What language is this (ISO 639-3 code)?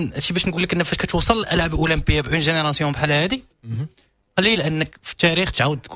ary